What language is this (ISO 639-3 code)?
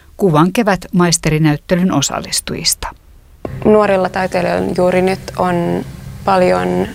fin